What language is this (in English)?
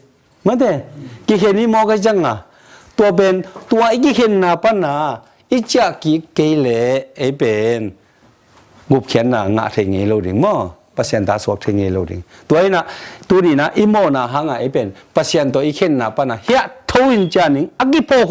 Tedim Chin